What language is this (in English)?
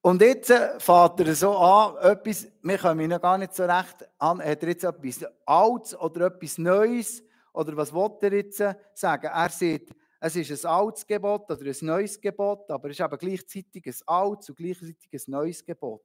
Swiss German